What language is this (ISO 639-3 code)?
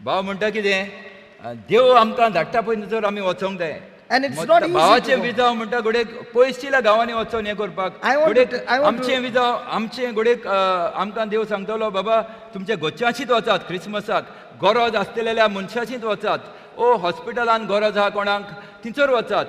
kok